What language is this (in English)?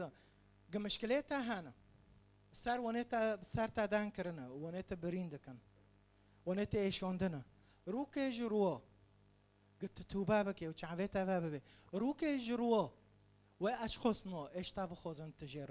Kurdish